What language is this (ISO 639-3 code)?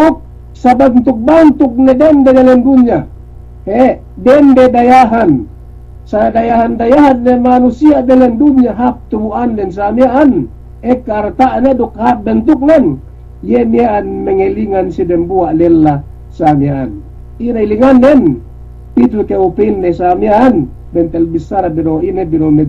yka